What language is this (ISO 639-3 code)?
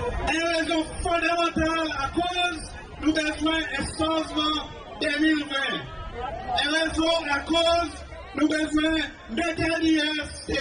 crs